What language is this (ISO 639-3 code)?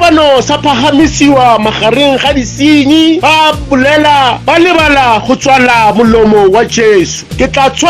tsn